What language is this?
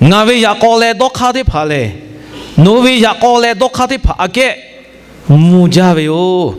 Lahu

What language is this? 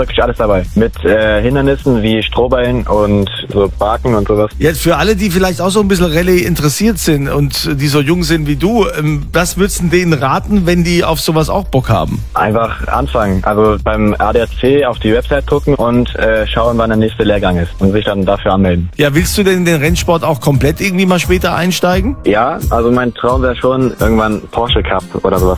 German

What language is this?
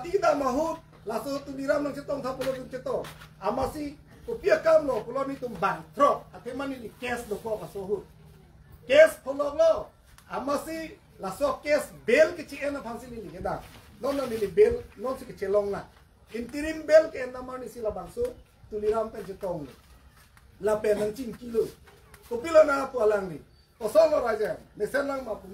Karbi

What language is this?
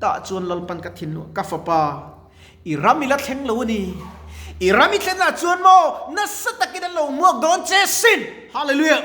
Mizo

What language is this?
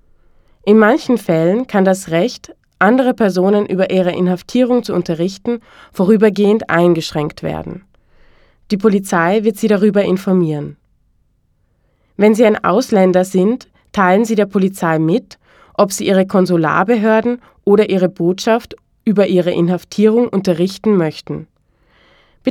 German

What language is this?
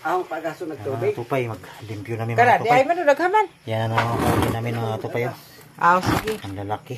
Cebuano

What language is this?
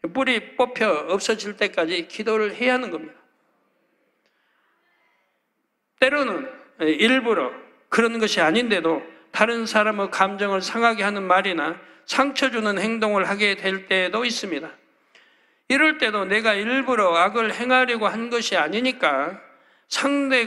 Korean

